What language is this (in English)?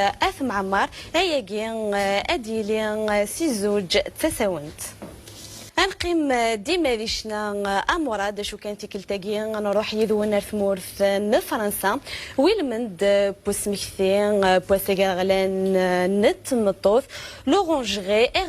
Kabyle